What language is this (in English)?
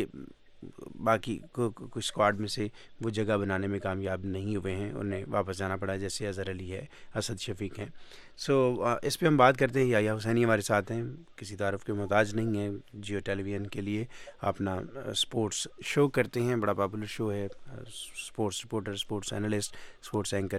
Urdu